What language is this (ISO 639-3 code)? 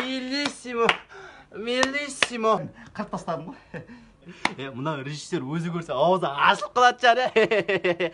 kaa